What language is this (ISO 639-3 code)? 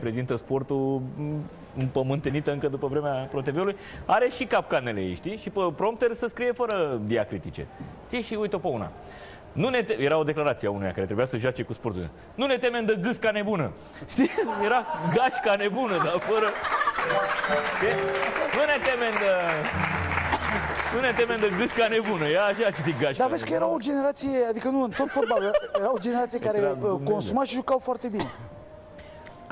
ron